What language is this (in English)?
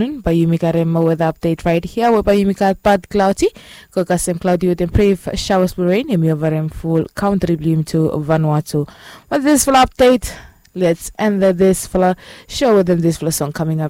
Bislama